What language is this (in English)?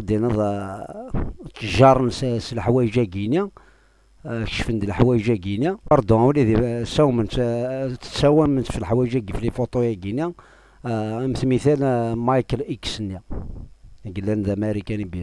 Kabyle